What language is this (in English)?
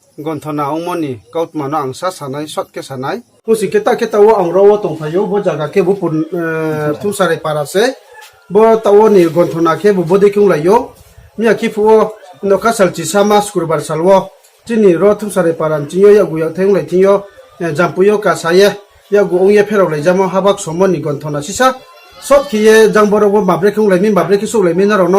Riang (India)